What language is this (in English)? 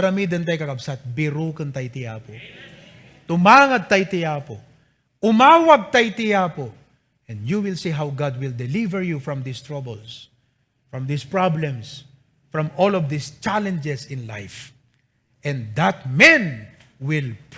Iloko